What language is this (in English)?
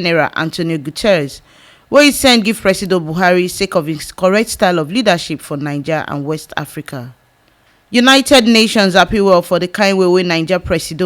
Nigerian Pidgin